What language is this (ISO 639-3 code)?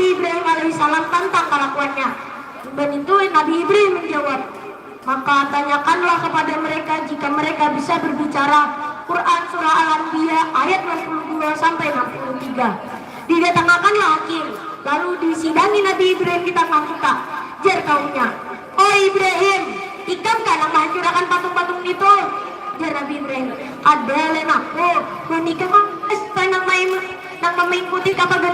bjn